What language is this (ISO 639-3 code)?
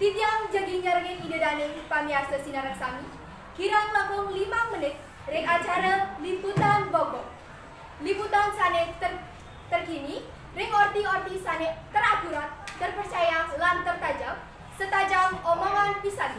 ban